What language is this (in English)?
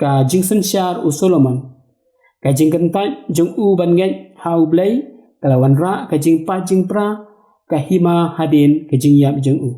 Khasi